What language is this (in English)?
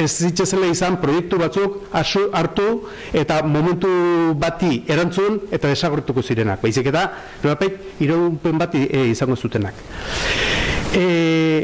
Basque